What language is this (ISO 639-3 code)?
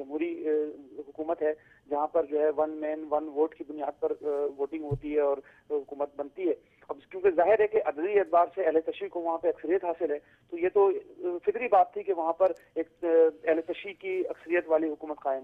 urd